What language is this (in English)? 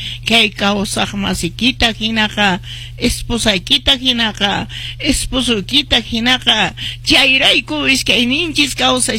Quechua